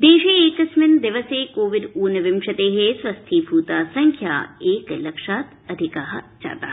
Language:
Sanskrit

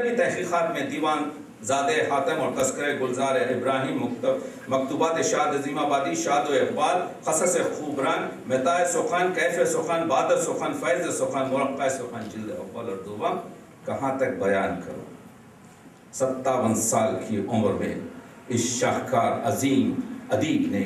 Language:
Urdu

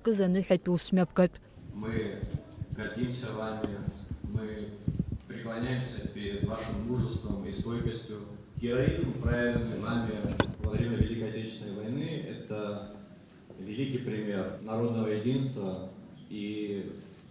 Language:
Abkhazian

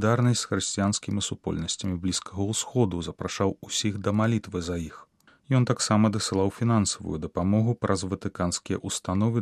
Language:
Belarusian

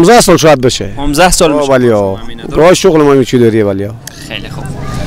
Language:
Persian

